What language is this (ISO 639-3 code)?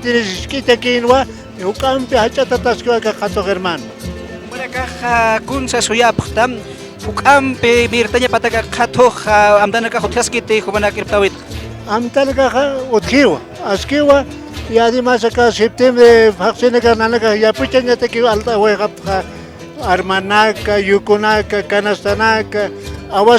aym